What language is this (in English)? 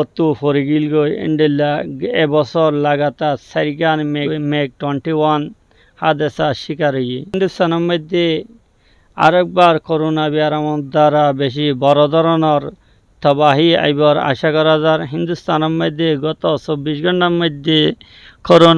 Rohingya